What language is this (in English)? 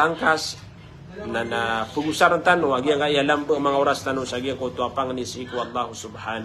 Maranao